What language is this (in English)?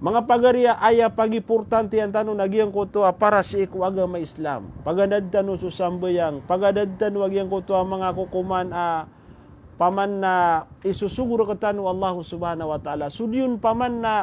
Maranao